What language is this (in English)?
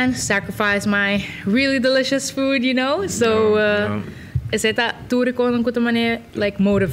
Papiamento